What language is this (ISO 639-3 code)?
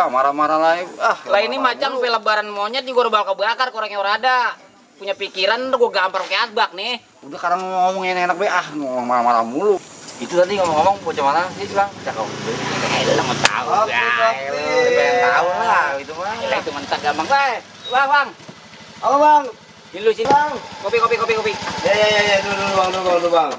bew